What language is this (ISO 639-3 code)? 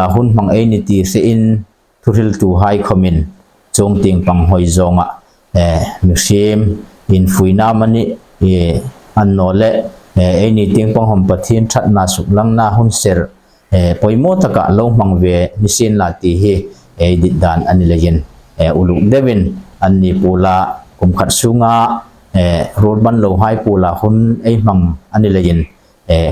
hmr